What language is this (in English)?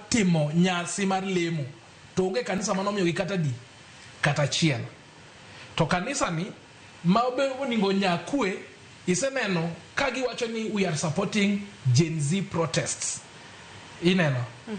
Luo (Kenya and Tanzania)